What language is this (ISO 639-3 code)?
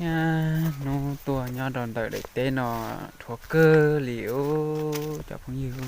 hmn